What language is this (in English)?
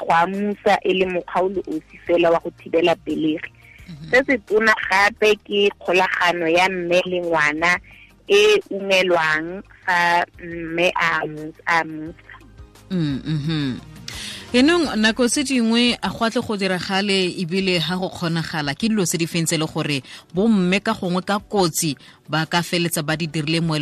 Tswana